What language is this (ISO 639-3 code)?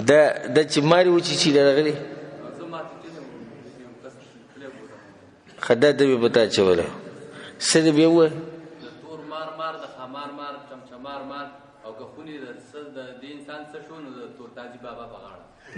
pus